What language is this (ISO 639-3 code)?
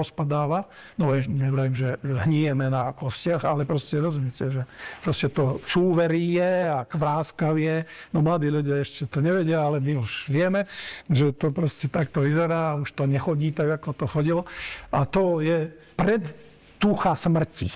slk